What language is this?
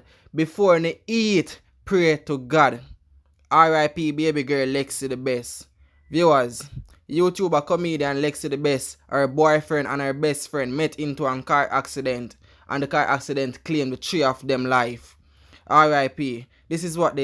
Jamaican Creole English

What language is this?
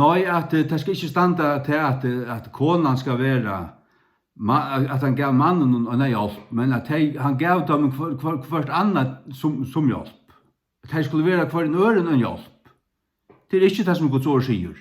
Faroese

